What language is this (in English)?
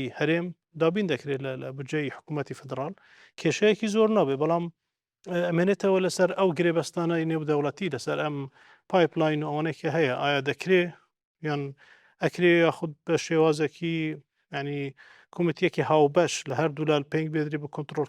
Central Kurdish